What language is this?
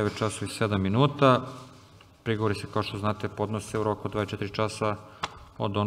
Serbian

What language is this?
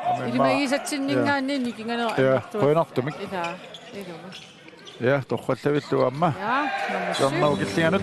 Kalaallisut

